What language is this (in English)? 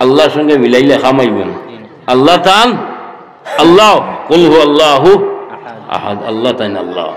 Sylheti